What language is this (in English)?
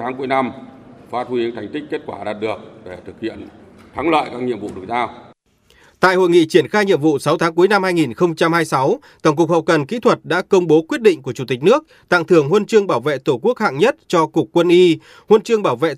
Vietnamese